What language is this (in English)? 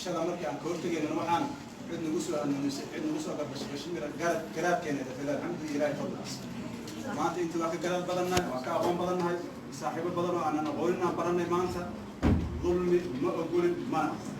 Somali